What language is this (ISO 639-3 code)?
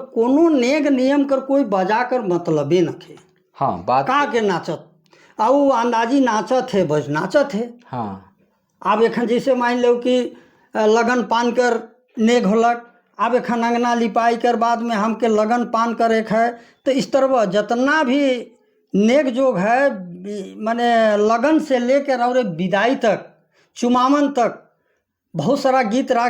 sck